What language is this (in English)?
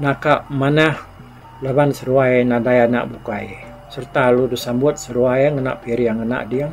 Iban